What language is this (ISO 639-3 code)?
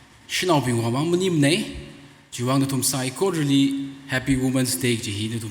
nmf